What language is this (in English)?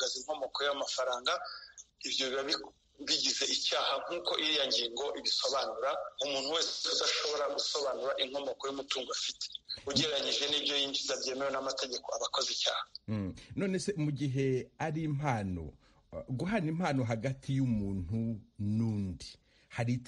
Kinyarwanda